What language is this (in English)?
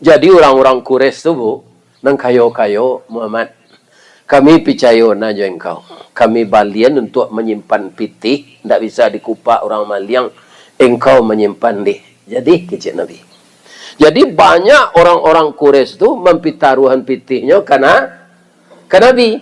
Minangkabau